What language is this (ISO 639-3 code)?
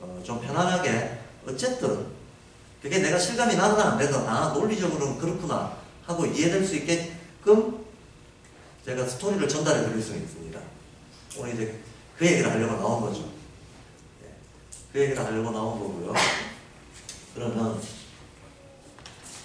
kor